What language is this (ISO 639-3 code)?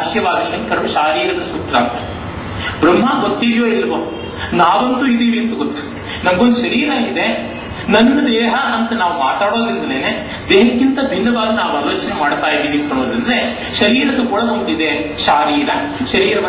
kan